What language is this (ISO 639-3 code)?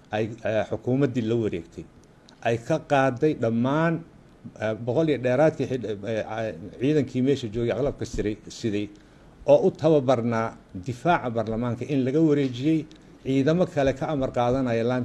som